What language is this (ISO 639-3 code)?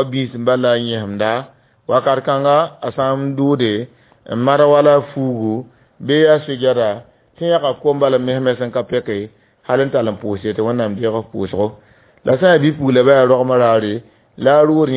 mos